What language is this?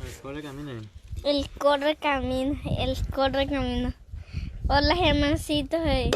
Guarani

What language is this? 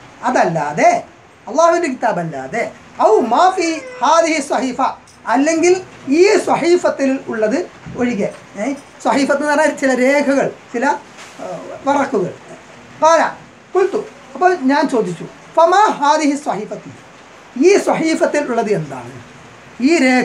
Malayalam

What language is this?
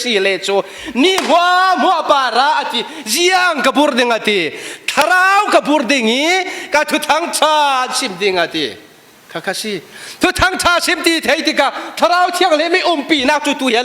Falam Chin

